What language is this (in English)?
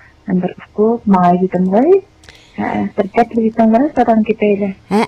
Uyghur